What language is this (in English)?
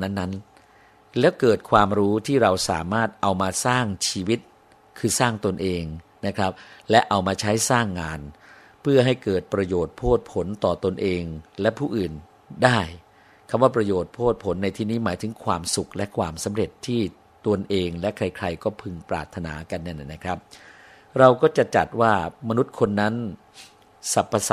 Thai